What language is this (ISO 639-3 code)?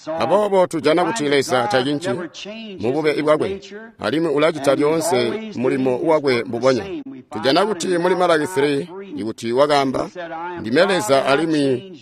toi